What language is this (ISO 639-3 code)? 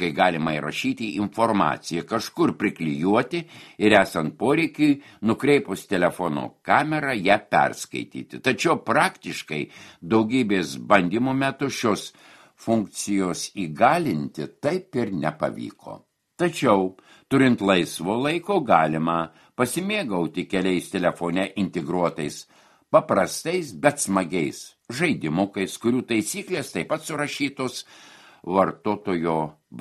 lit